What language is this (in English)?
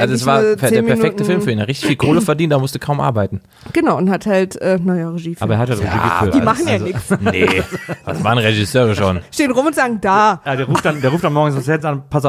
German